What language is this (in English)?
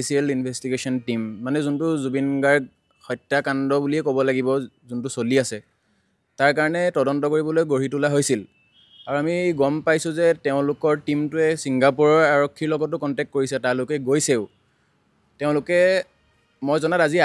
Assamese